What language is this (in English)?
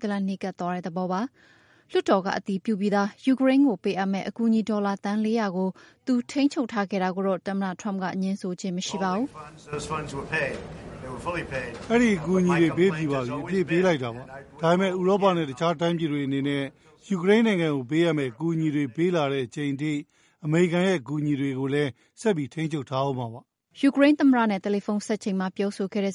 Burmese